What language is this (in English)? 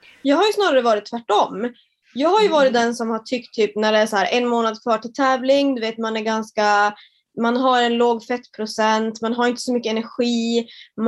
Swedish